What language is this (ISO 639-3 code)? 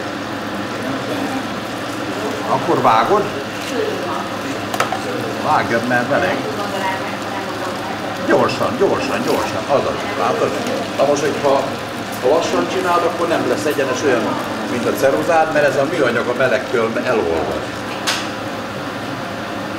hun